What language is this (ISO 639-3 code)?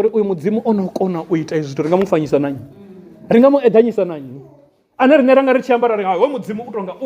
ven